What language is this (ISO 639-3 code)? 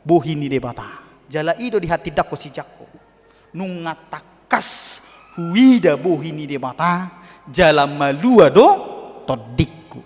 bbc